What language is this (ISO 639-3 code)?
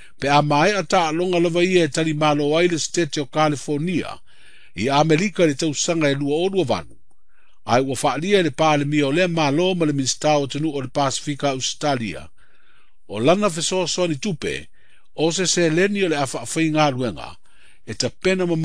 smo